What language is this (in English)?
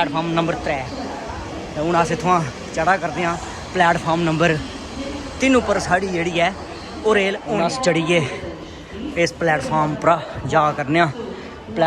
Dogri